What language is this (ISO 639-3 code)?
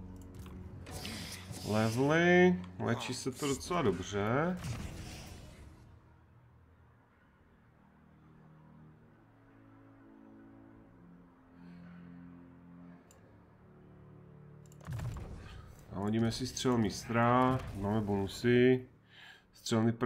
ces